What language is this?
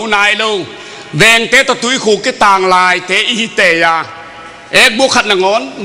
Tedim Chin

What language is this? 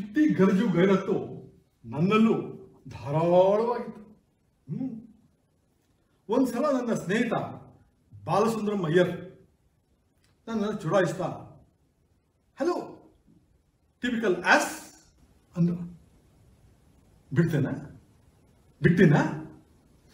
Kannada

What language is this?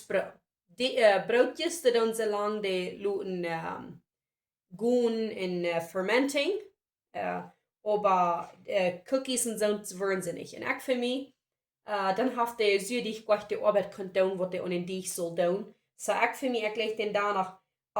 Plautdietsch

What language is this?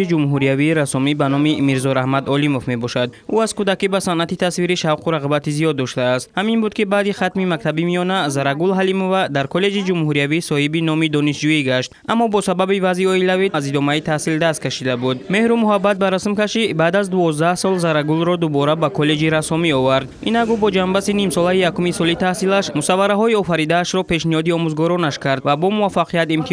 Tajik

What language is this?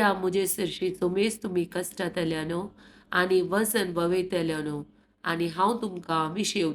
Konkani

